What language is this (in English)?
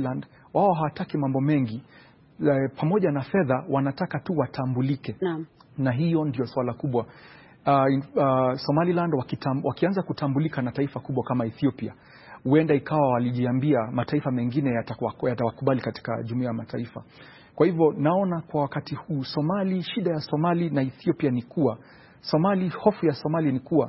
Swahili